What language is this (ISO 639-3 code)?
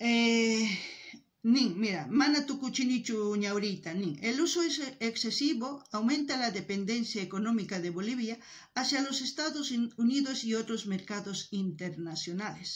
quh